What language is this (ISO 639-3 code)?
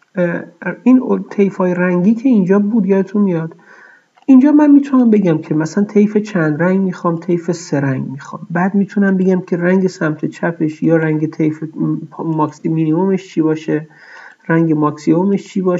fas